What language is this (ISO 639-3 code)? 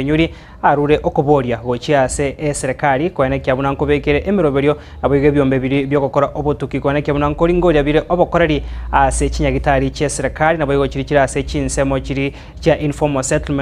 guz